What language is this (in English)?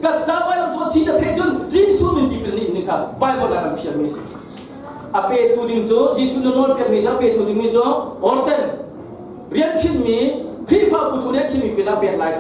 Hakha Chin